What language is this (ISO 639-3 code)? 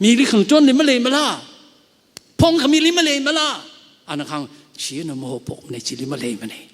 nmf